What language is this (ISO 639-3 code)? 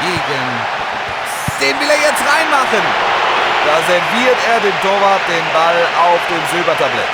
bar